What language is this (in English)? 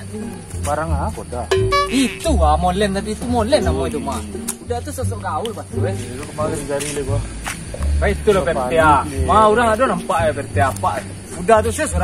Minangkabau